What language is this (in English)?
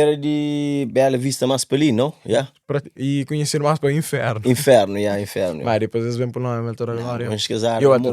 Kabuverdianu